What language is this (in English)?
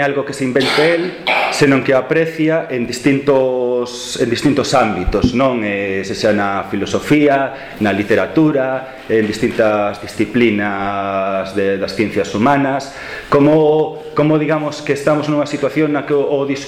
Galician